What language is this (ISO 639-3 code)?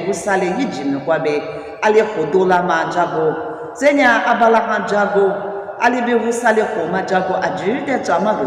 lis